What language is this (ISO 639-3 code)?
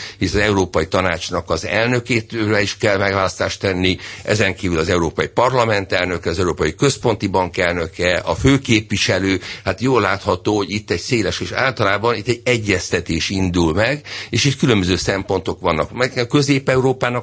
hun